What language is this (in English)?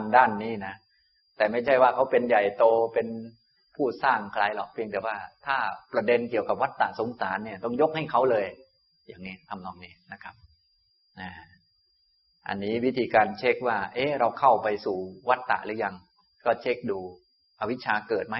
Thai